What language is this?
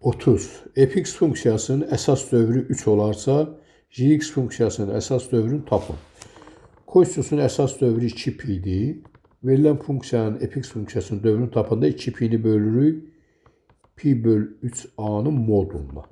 Azerbaijani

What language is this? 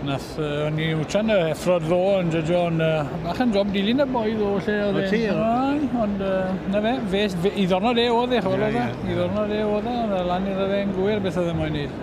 Welsh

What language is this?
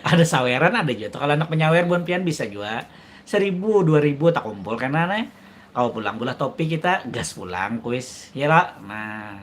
Banjar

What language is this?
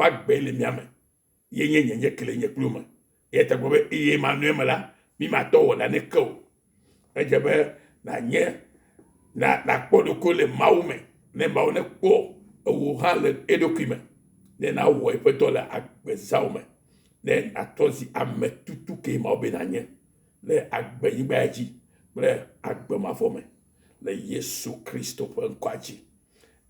Ewe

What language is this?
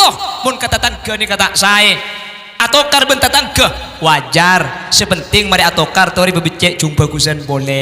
Madurese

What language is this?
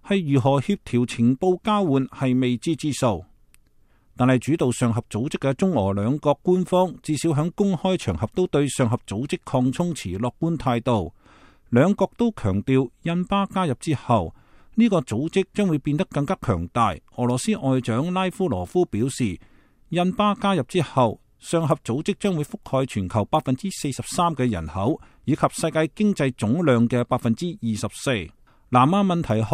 Cantonese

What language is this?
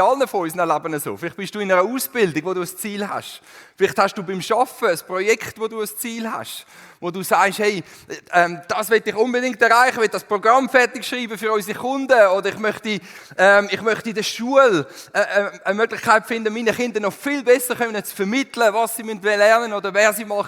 Swiss German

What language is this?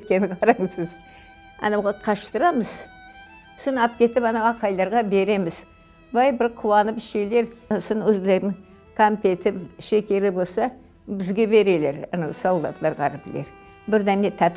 Crimean Tatar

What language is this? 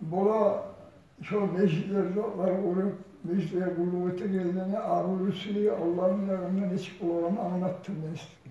Kumyk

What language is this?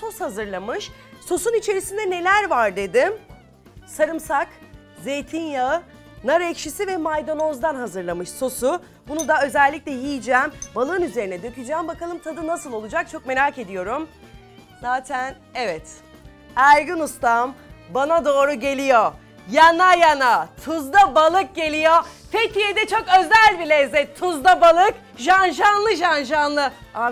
Turkish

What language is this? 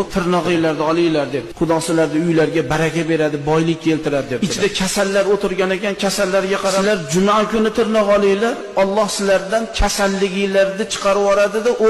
Uzbek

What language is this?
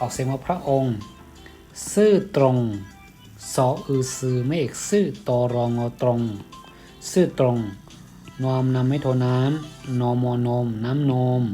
Shan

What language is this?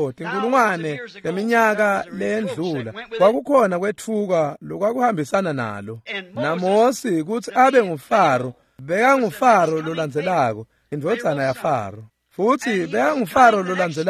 Swati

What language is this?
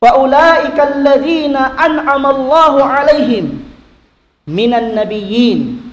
Tausug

